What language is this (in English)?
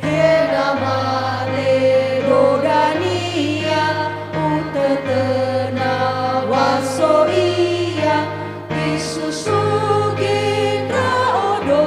Nias